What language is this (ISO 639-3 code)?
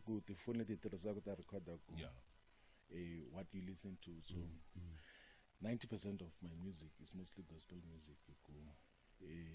tso